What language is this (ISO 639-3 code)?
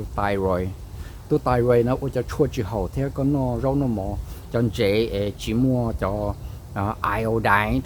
hmn